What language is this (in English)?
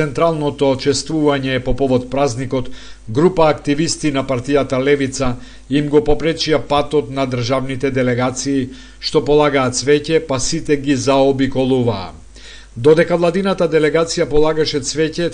Macedonian